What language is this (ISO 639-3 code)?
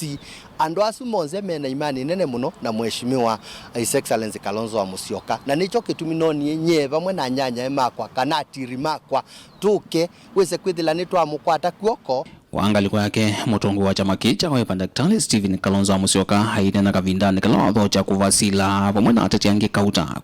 kam